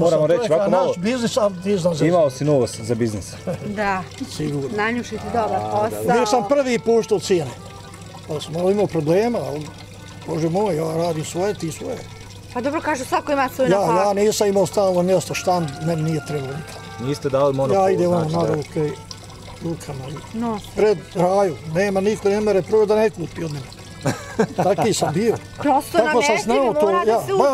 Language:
Bosnian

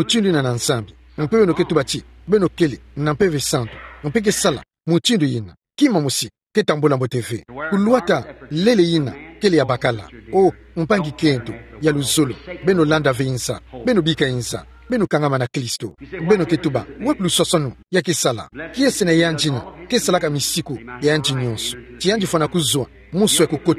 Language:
Kituba (Democratic Republic of Congo)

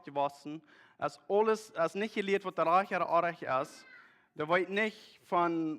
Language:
Plautdietsch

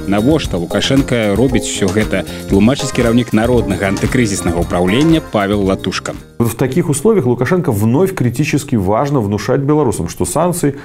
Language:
Belarusian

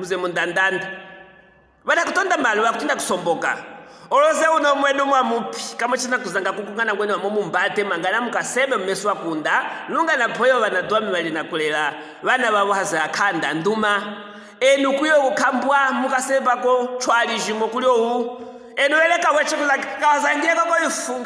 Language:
Luvale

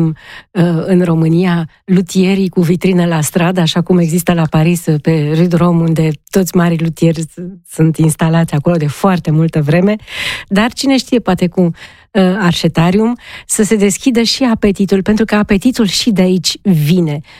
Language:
Romanian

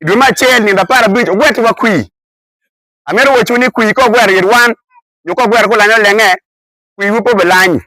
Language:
Acoli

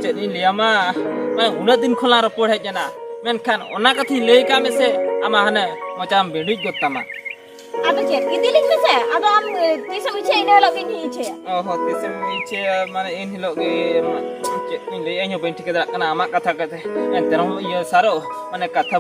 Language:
Santali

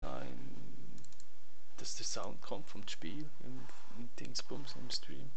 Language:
Swiss German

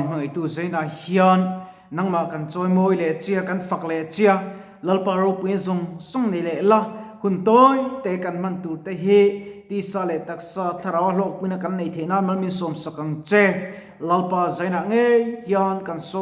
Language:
Mizo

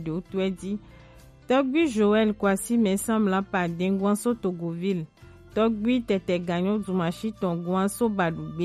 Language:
Gen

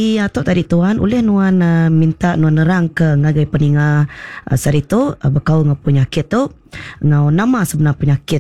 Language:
Iban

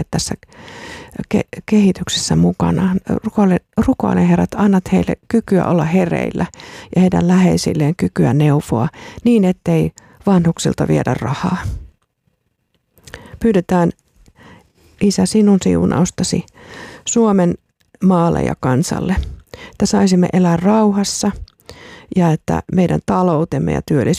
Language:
Finnish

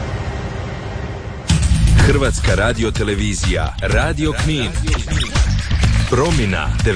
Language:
Croatian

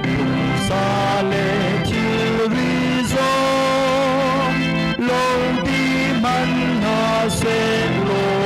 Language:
Hakha Chin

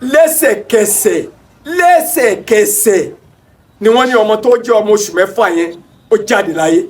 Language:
Yoruba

